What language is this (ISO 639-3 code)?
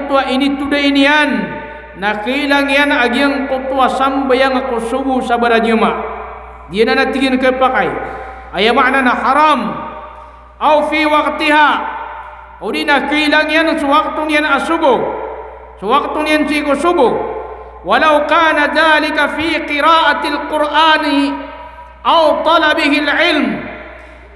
mrw